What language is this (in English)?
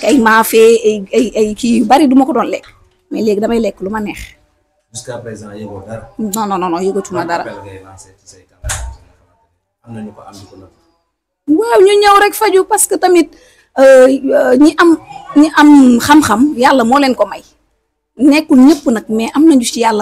Wolof